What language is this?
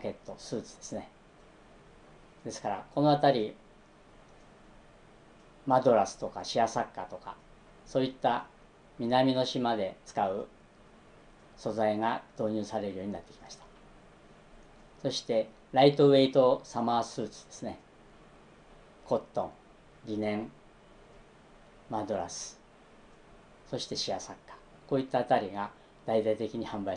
Japanese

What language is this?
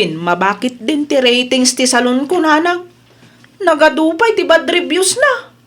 Iloko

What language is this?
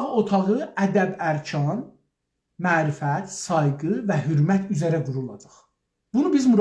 South Azerbaijani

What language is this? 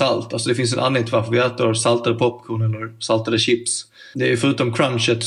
Swedish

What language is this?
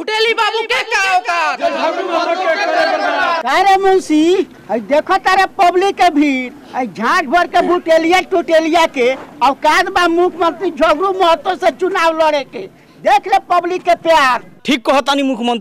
Bhojpuri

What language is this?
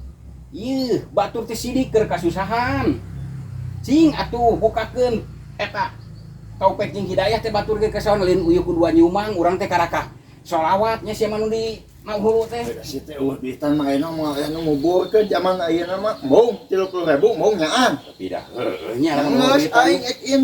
Sundanese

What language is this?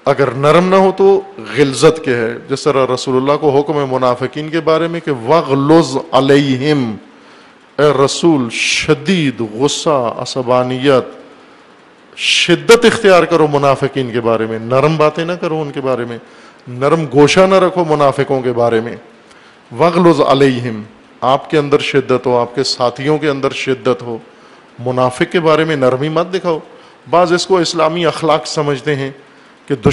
Urdu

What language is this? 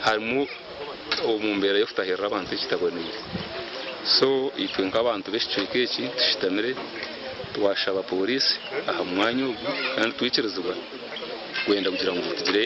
Nyankole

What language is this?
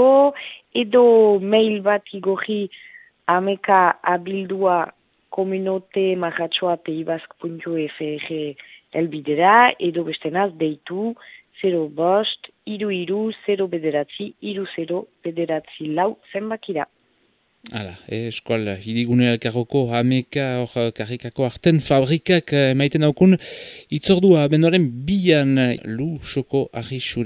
Basque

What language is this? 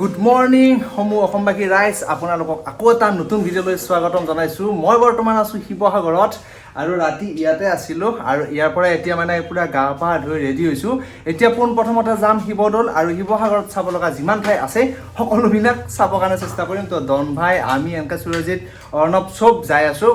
Assamese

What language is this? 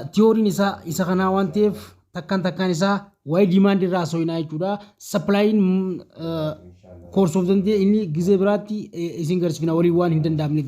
Oromo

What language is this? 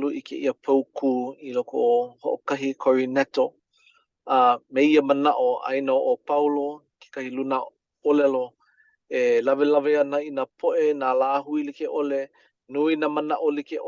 Hawaiian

